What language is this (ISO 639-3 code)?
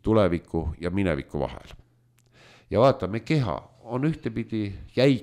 est